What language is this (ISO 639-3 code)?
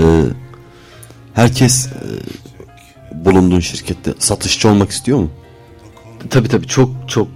tur